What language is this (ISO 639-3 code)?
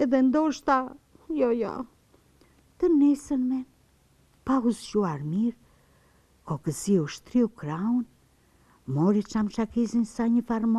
sqi